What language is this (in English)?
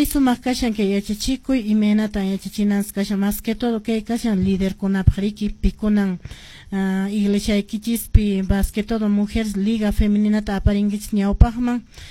Quechua